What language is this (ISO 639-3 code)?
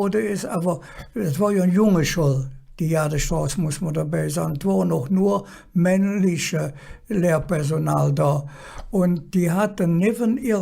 ksh